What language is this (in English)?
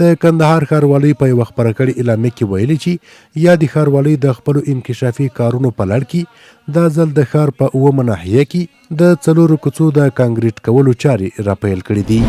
Pashto